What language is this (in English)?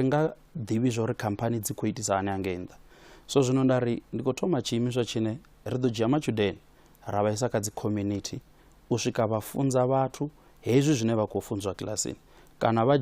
Venda